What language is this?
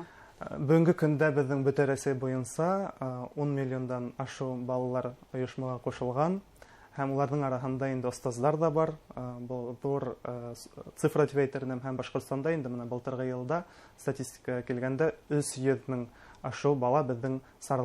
Bashkir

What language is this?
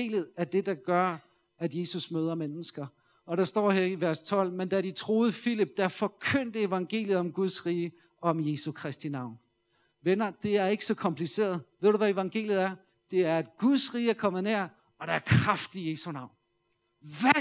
Danish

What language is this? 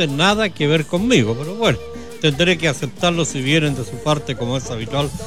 Spanish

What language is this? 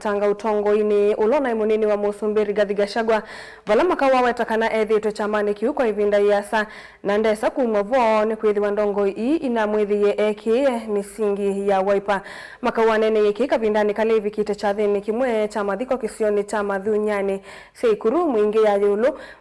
Kamba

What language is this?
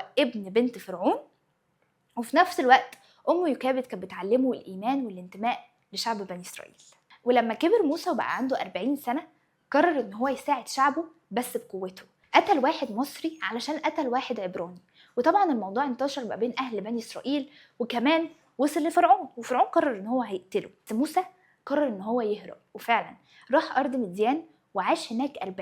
Egyptian Arabic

